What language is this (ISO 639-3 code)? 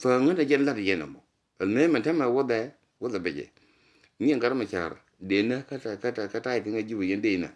nus